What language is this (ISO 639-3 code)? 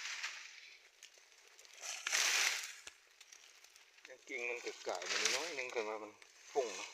lao